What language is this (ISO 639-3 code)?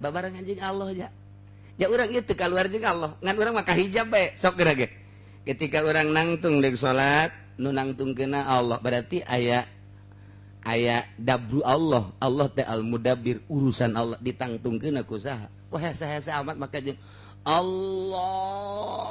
sun